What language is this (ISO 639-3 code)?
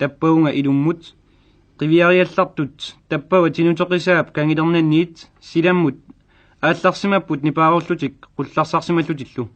kal